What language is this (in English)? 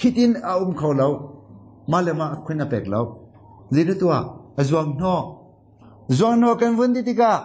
Hakha Chin